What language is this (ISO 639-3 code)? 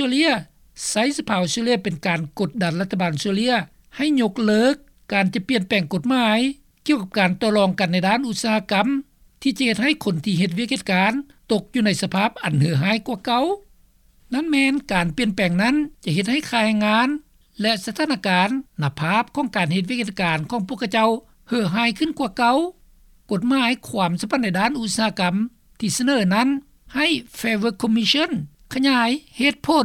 lao